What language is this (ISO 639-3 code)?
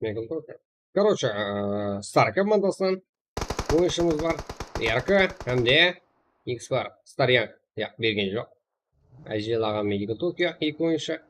kaa